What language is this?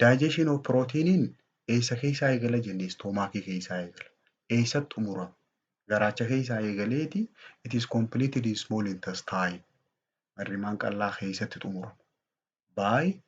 Oromo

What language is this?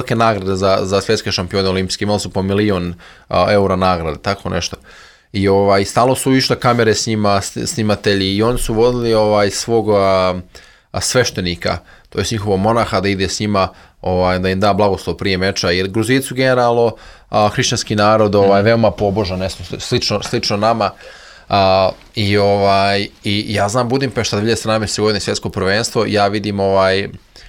Serbian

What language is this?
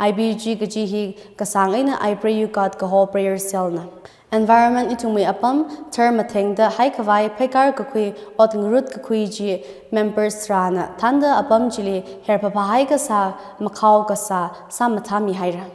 Tangkhul Naga (India)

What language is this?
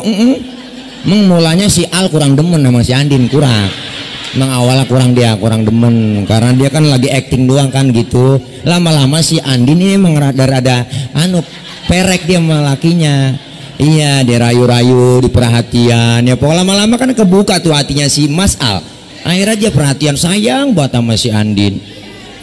Betawi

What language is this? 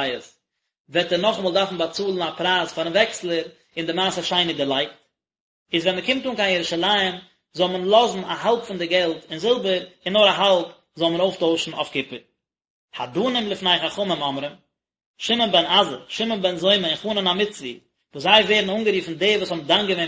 Yiddish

